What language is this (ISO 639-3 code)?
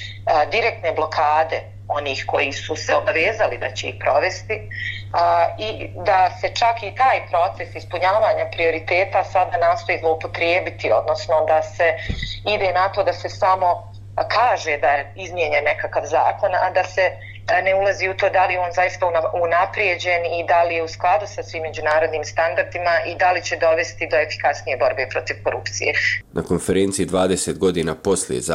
bos